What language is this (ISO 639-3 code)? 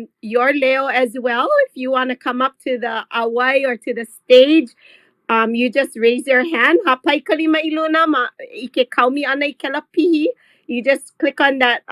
haw